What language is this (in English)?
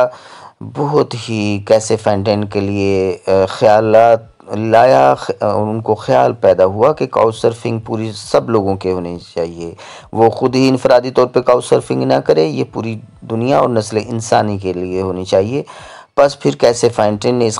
Urdu